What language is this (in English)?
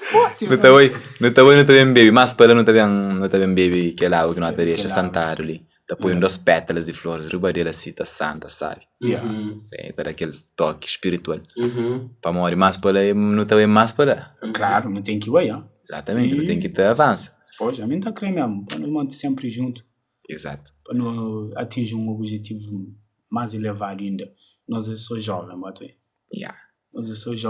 Kabuverdianu